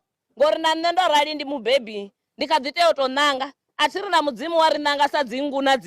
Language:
Venda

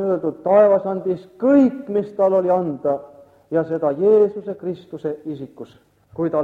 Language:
Estonian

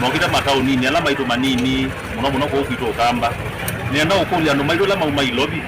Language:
Kamba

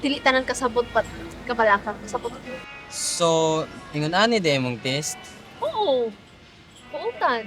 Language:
Cebuano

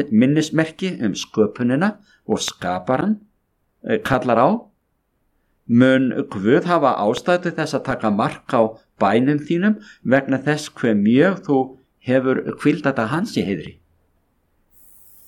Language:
Icelandic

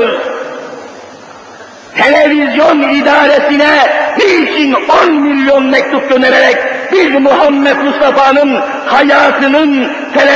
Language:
Turkish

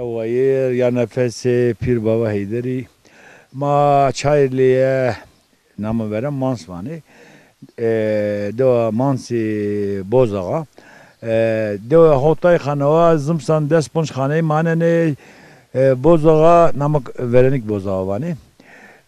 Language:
Zaza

